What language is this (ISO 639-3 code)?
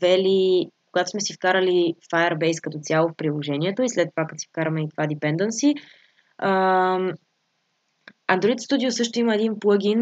bul